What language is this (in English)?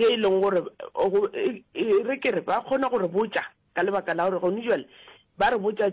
Northern Sotho